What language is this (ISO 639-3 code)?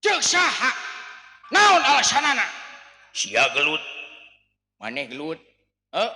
sun